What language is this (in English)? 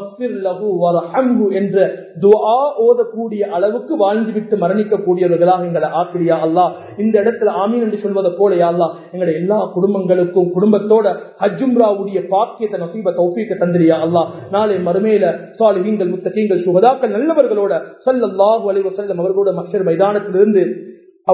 Tamil